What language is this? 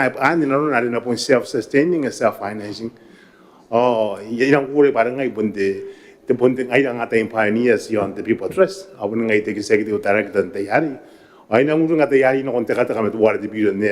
Gilbertese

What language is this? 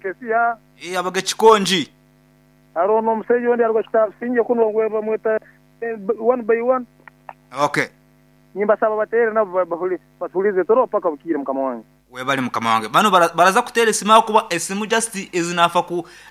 Nyankole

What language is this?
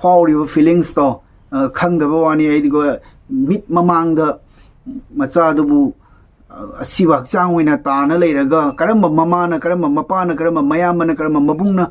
Manipuri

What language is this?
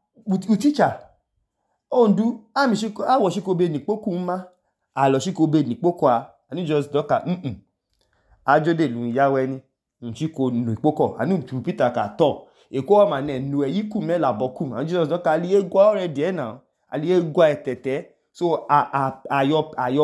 Idoma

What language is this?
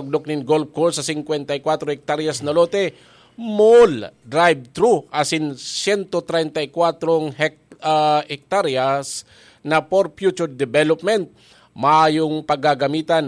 Bikol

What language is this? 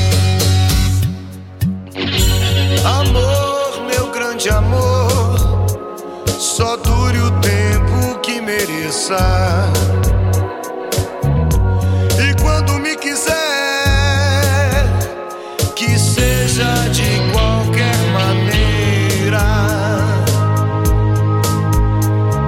Portuguese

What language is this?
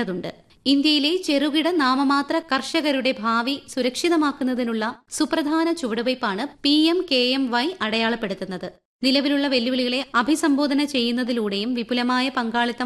Malayalam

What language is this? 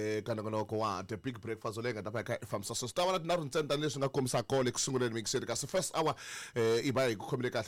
Tsonga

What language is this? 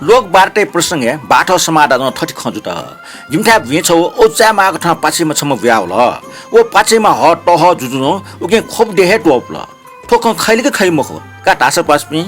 Newari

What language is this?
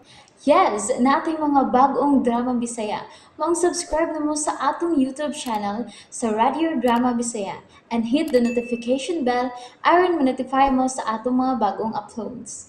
Cebuano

